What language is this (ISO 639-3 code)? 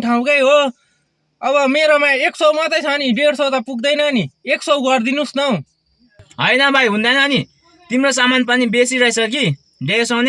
nep